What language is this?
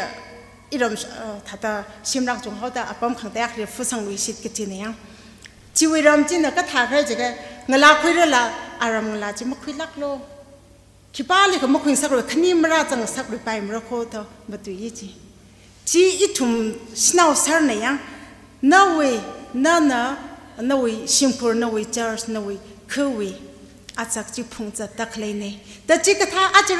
Tangkhul Naga (India)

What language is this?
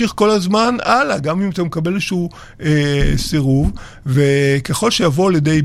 Hebrew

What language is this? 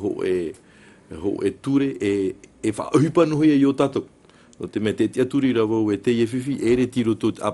Tahitian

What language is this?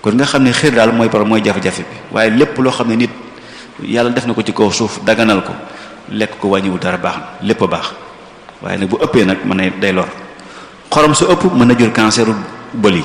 Wolof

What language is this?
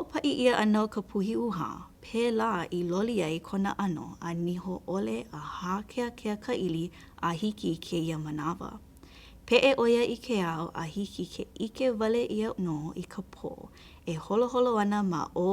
Hawaiian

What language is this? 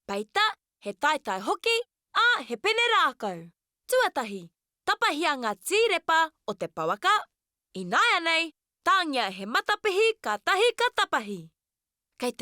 Māori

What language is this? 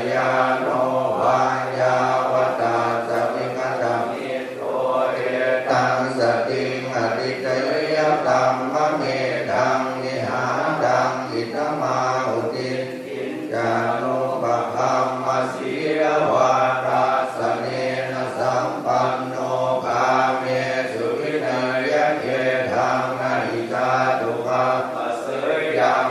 Pali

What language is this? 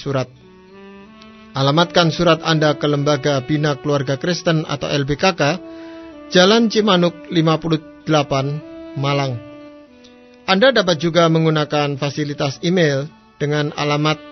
Indonesian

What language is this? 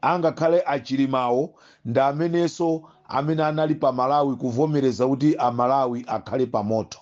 Nyanja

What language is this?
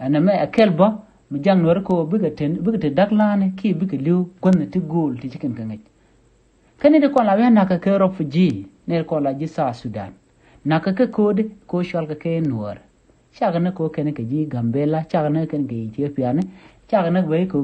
Nuer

